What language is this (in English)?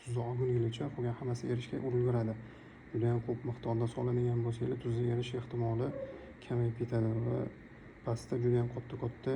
Uzbek